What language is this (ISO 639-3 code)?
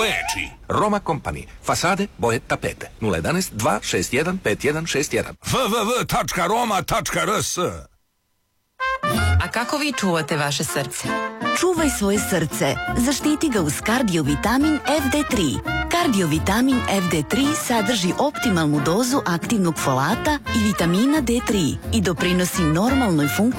srp